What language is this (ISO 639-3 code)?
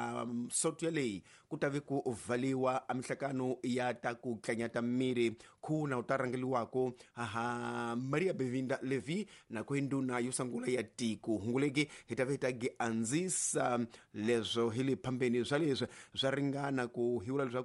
tso